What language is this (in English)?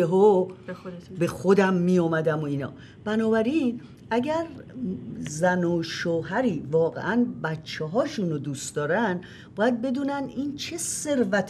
Persian